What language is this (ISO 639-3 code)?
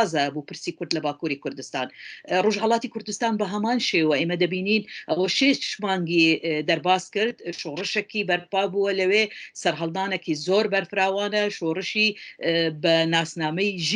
ckb